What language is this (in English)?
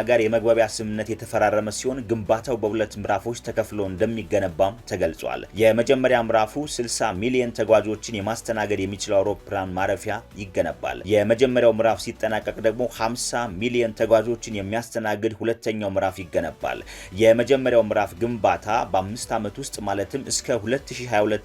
Amharic